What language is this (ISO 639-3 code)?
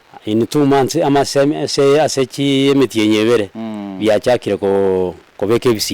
guz